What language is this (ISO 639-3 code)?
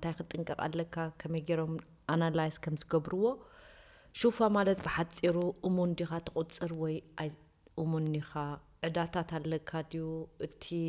tir